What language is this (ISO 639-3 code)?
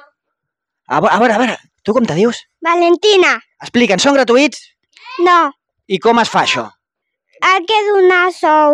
cat